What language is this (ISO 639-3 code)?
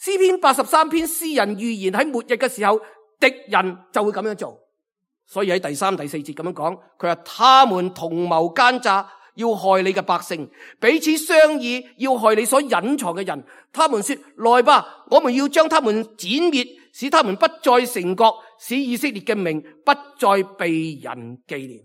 yue